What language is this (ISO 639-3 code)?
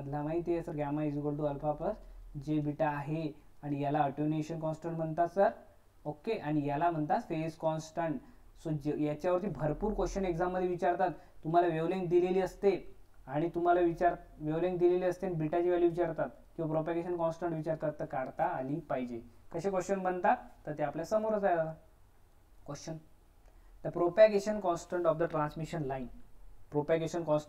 mar